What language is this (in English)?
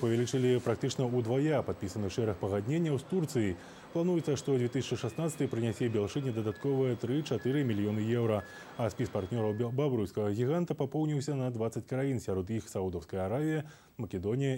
Belarusian